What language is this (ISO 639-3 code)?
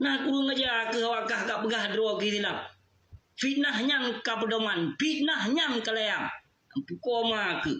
ace